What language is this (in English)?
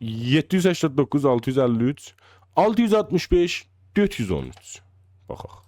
South Azerbaijani